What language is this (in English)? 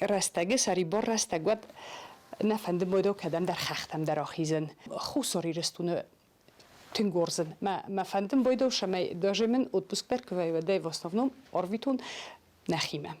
Ossetic